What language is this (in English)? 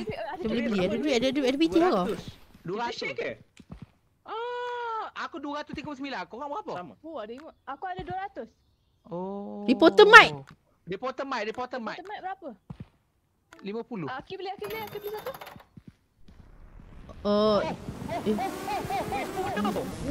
Malay